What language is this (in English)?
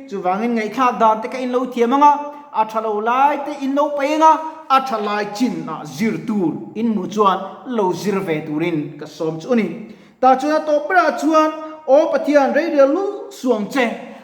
Mizo